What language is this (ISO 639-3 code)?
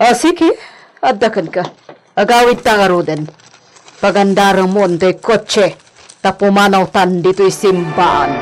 ilo